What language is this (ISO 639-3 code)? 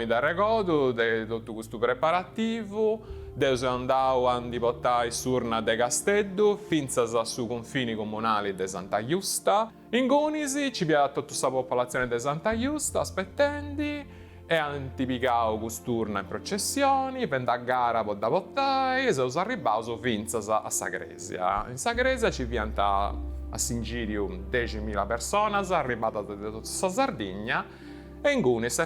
srd